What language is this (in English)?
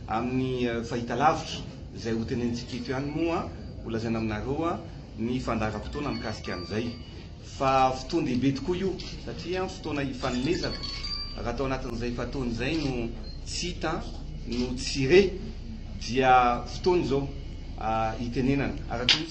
Malagasy